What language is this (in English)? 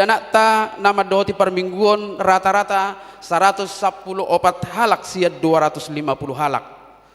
Batak Toba